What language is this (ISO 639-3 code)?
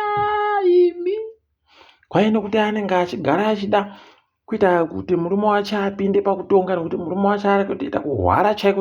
ndc